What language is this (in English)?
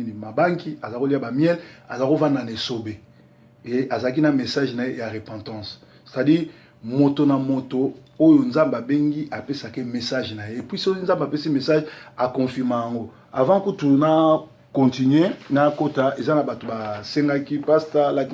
Lingala